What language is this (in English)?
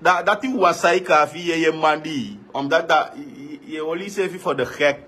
Sranan Tongo